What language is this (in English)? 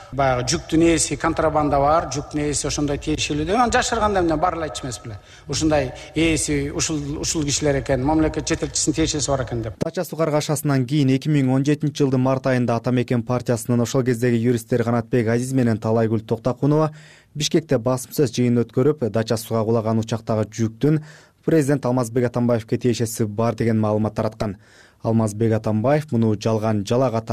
Kyrgyz